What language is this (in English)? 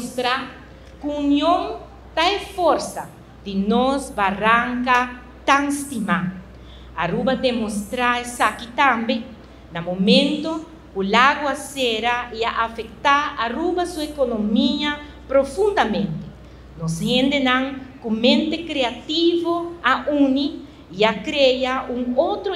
Papiamento